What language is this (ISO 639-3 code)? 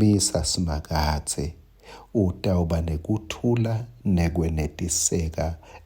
ssw